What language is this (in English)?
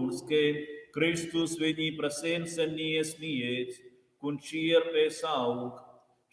Romansh